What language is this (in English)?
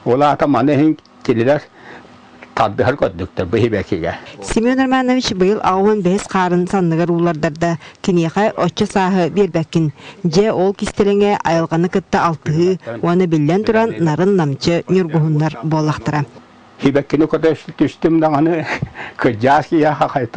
Yakut